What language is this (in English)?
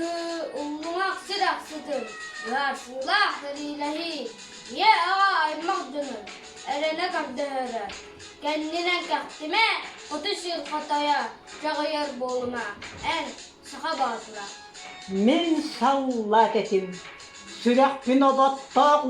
Yakut